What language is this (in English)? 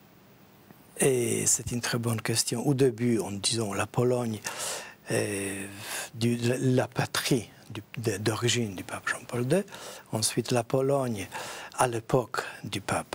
French